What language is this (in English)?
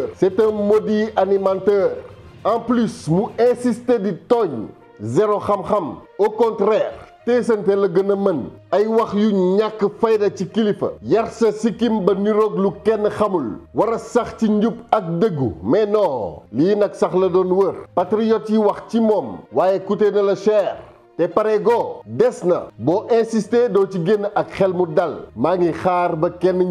Wolof